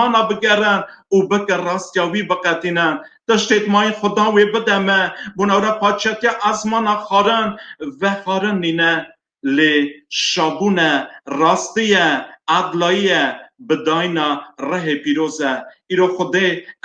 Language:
Kurdish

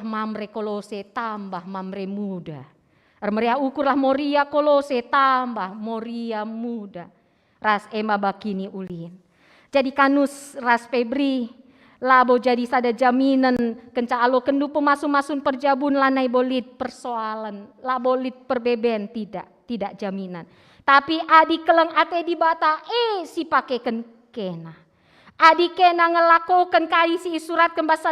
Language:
Batak Karo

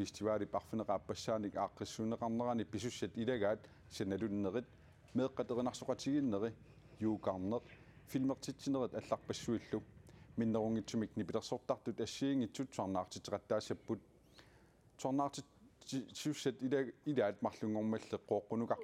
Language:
Kalaallisut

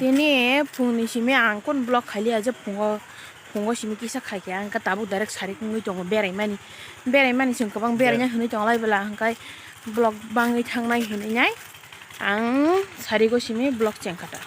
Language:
Kok Borok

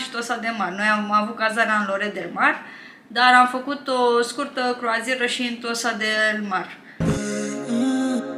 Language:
Romanian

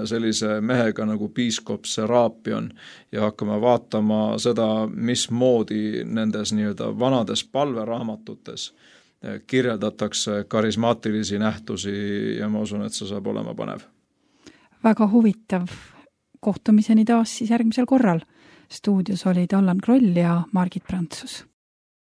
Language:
Estonian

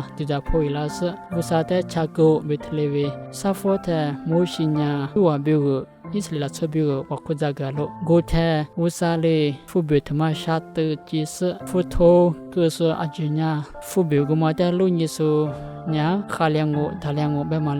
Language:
Lisu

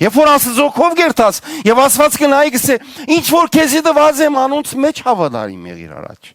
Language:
Western Armenian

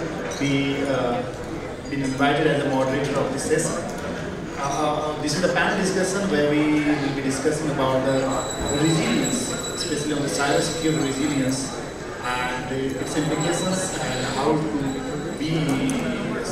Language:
English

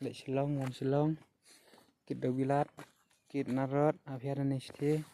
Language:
Khasi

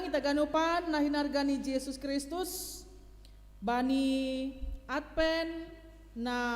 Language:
Batak Simalungun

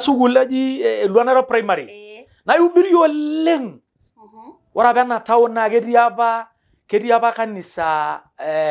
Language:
Masai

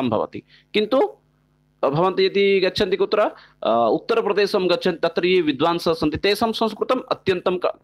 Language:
Sanskrit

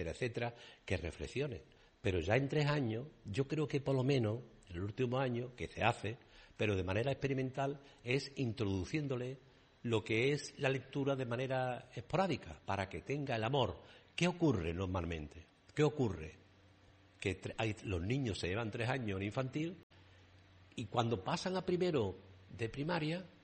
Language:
Spanish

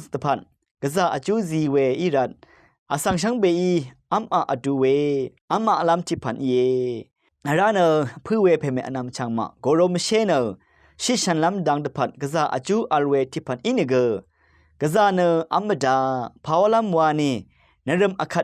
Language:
Rawang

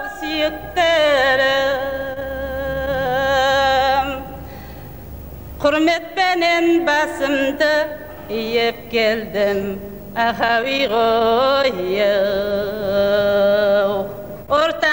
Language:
Kazakh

